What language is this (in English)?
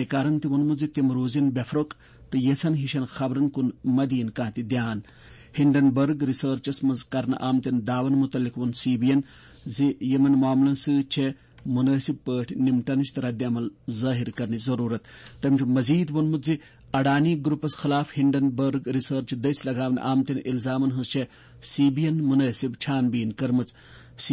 Kashmiri